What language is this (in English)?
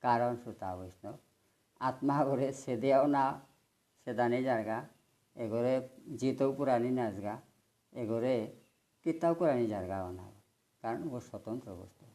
Bishnupriya